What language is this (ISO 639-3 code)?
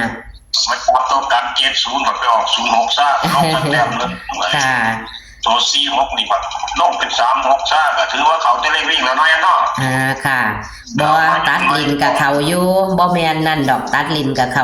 tts